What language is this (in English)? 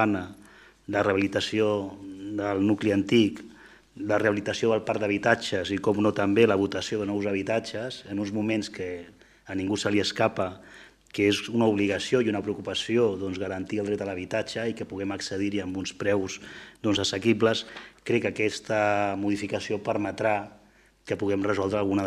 Catalan